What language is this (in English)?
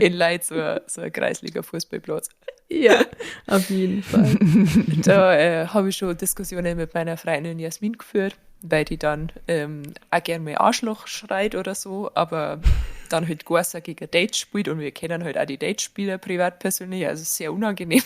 Bavarian